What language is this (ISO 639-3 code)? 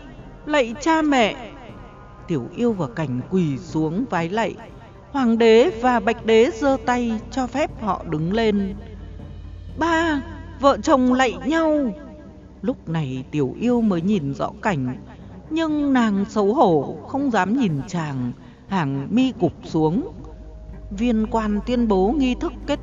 vie